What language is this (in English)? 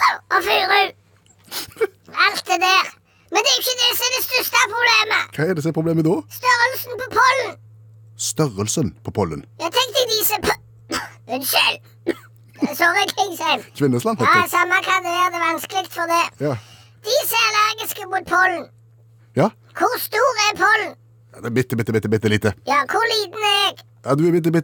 Norwegian